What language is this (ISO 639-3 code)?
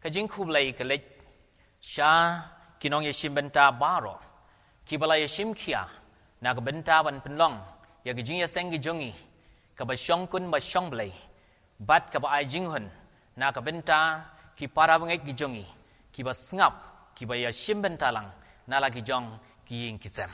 kha